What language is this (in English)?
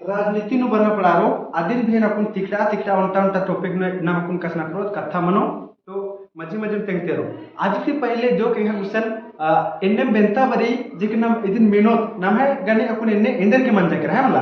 Kurukh